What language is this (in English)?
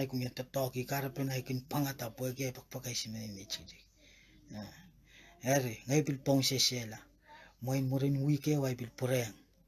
Pohnpeian